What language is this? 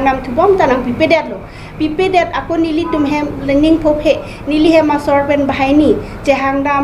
Karbi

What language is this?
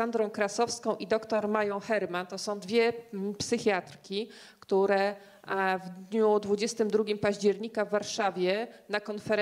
Polish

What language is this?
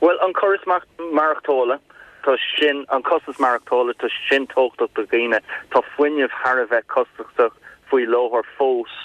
Irish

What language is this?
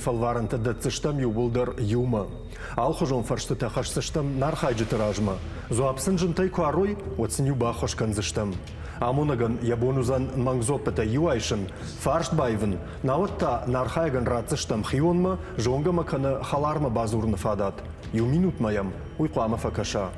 Ossetic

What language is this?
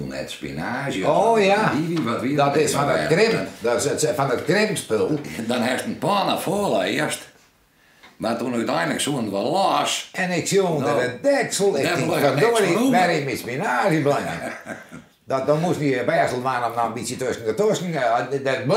Western Frisian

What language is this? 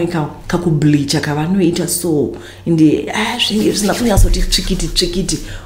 Shona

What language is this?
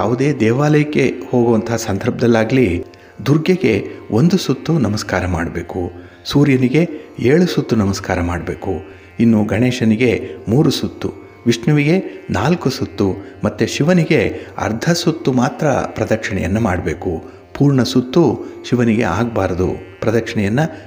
Kannada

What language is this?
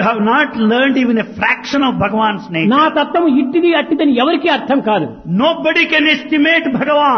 Telugu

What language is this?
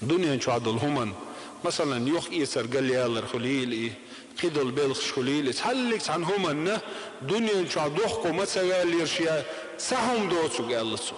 Chechen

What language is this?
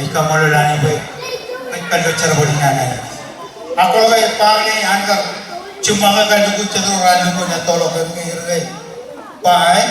Marshallese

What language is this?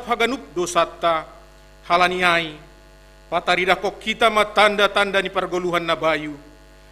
Batak Simalungun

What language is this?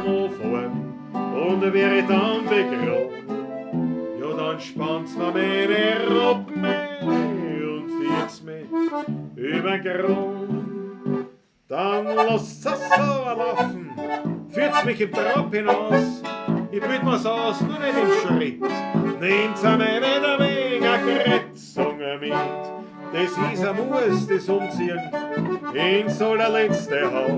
Bavarian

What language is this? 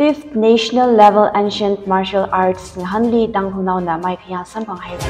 Tangkhul Naga (India)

